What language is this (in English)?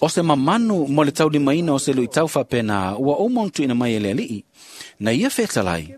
Samoan